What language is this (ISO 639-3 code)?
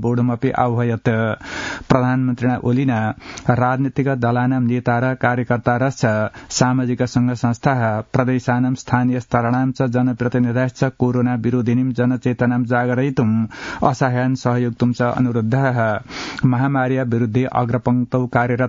san